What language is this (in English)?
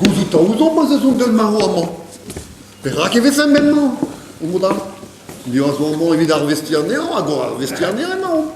Breton